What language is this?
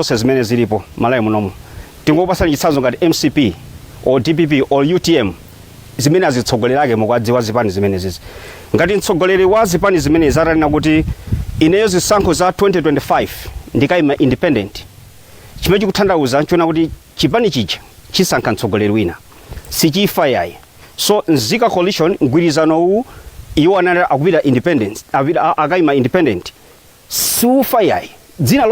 Nyanja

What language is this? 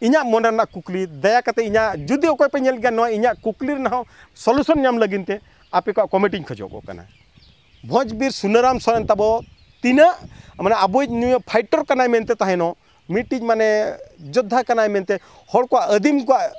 Santali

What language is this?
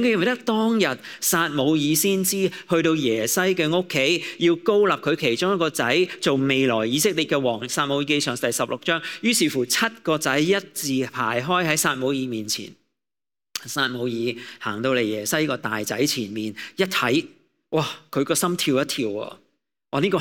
Cantonese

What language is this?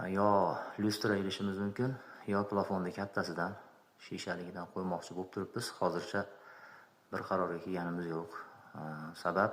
Uzbek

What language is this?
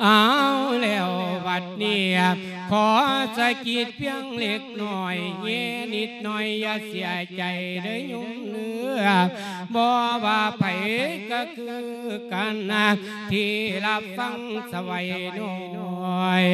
Lao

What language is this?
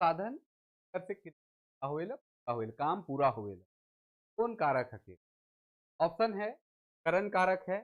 Sadri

